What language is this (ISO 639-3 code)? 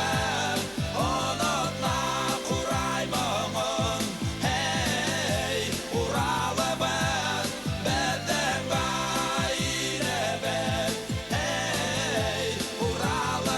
bak